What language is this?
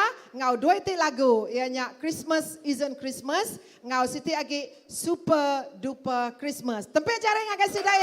Iban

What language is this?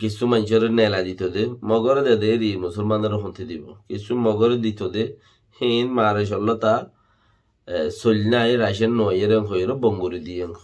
Rohingya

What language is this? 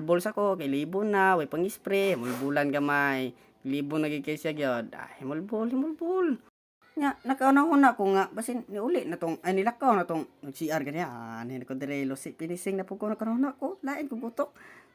Cebuano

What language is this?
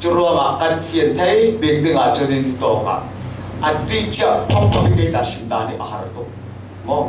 Falam Chin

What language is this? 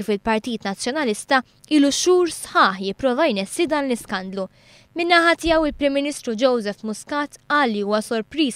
Maltese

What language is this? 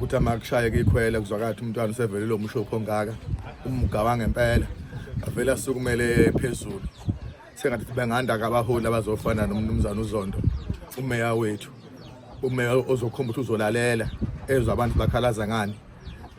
Zulu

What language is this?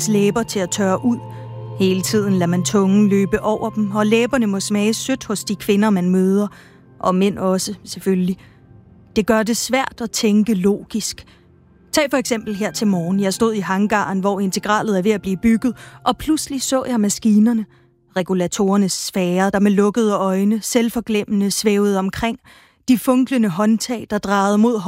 Danish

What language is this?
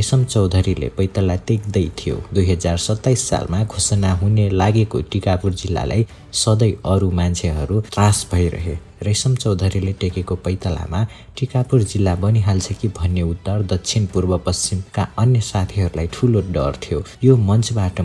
Nepali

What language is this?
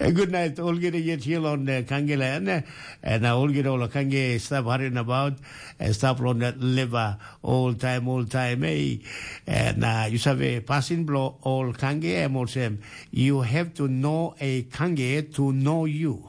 Tok Pisin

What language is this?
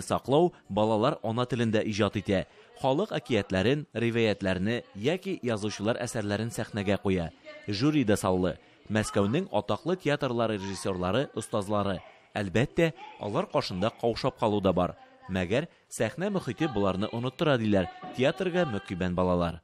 Tatar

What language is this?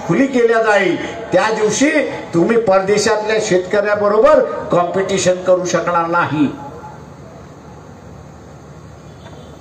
Marathi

